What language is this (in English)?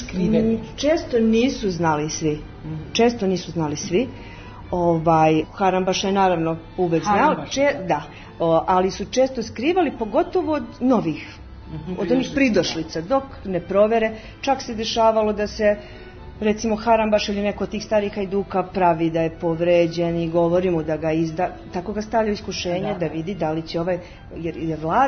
Serbian